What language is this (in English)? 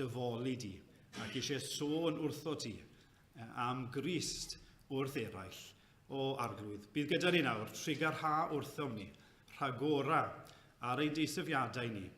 Welsh